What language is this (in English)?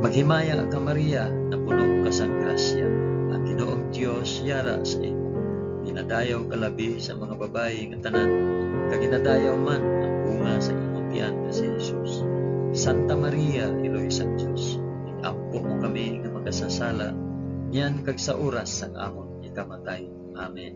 Hiligaynon